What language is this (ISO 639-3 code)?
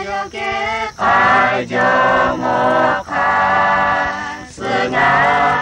lhu